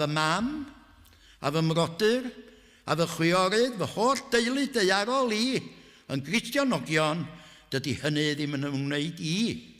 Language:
Welsh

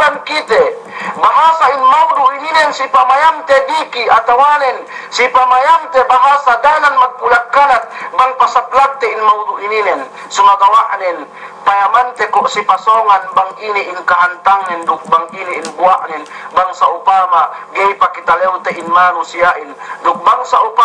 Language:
Yakan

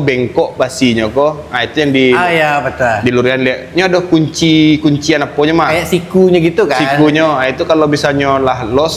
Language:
Minangkabau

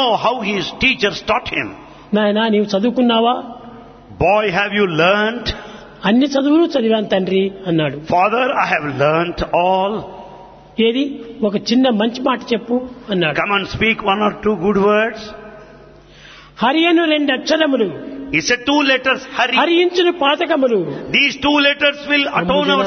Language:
Telugu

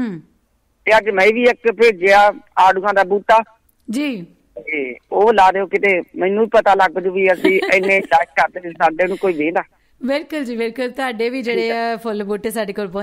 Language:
Punjabi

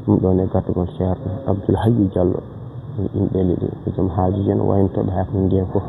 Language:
Fula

